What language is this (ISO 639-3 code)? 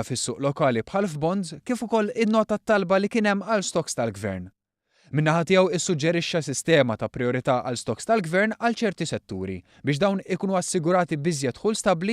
mlt